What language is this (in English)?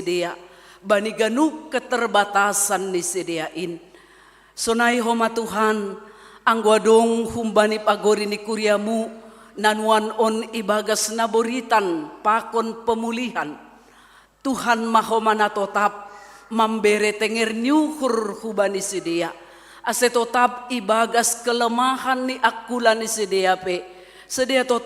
Batak Simalungun